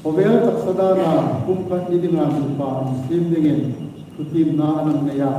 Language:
Hmar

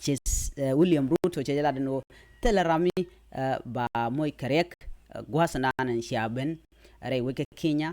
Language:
Nuer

